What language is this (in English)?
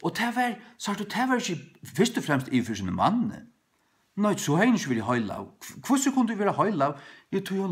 Faroese